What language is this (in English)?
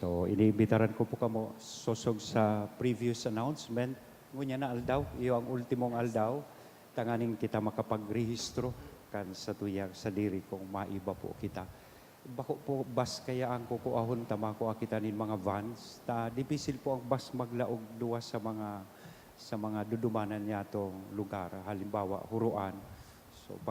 Bikol